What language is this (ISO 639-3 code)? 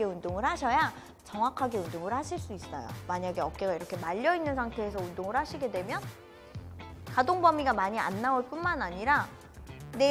kor